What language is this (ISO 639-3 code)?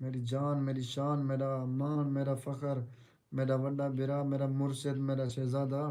skr